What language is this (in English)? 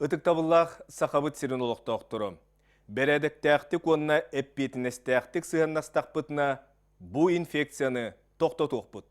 Yakut